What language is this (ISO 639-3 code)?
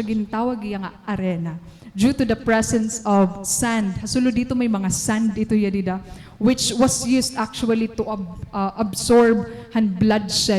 war